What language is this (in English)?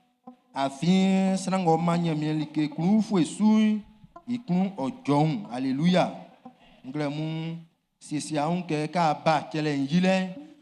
Baoulé